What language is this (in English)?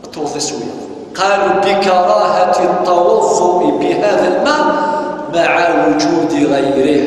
Kabyle